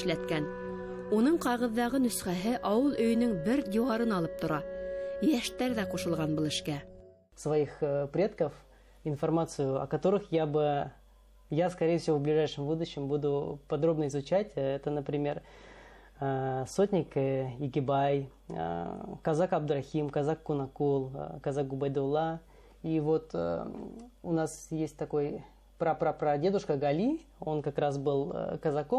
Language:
Bashkir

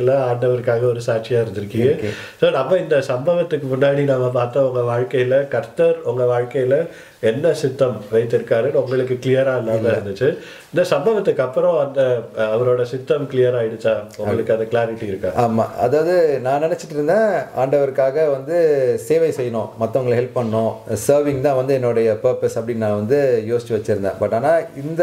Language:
Tamil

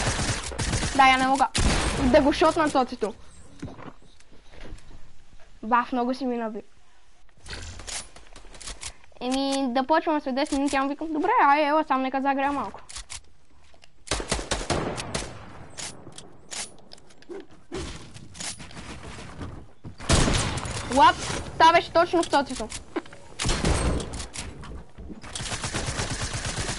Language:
Bulgarian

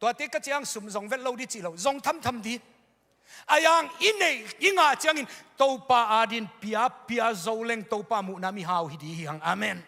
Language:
Tedim Chin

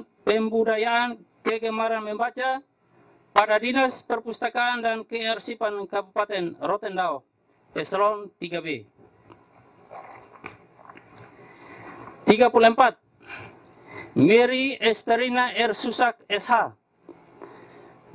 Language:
Indonesian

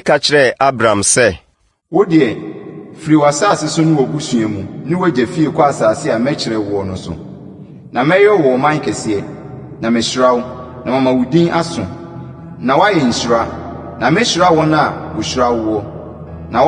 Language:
Akan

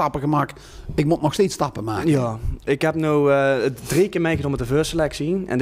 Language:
Limburgish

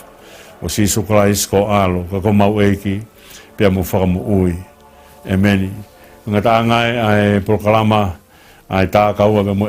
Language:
Tongan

